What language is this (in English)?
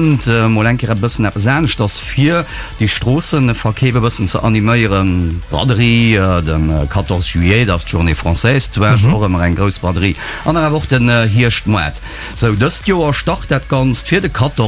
Luxembourgish